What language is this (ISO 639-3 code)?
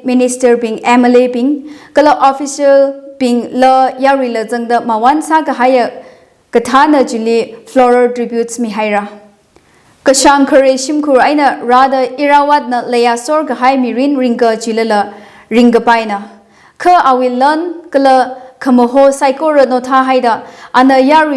nmf